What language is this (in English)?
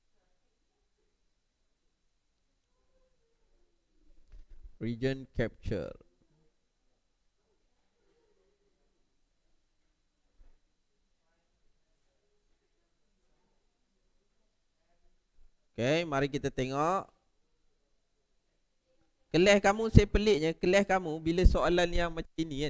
Malay